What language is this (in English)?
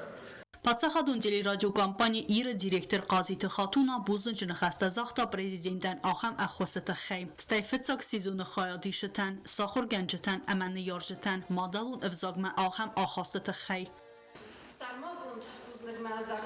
Ossetic